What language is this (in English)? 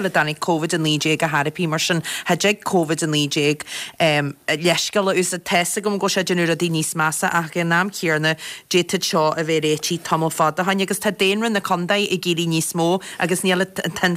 Irish